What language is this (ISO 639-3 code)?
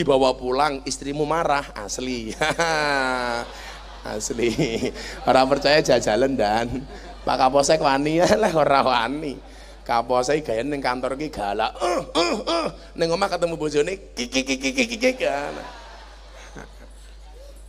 jav